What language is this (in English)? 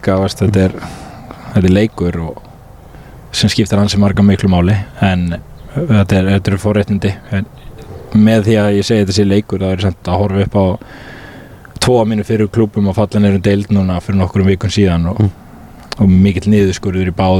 Icelandic